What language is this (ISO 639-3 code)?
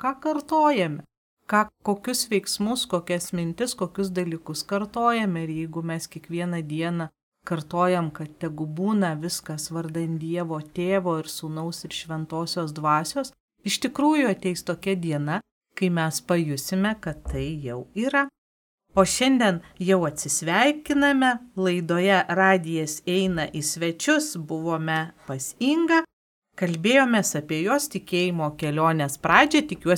lit